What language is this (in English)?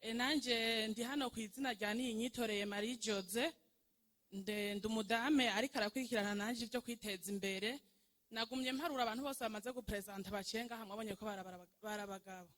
Rundi